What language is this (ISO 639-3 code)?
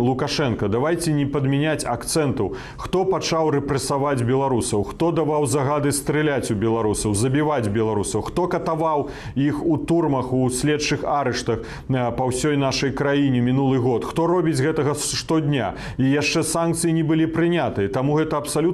bel